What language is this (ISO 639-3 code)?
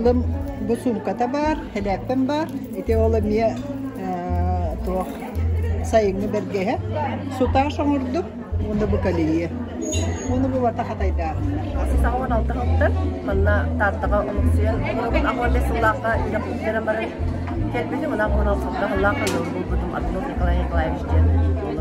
sah